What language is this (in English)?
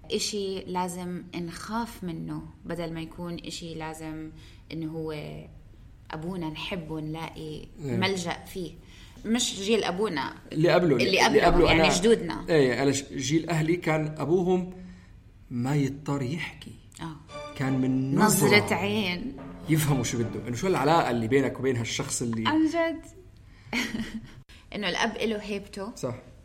North Levantine Arabic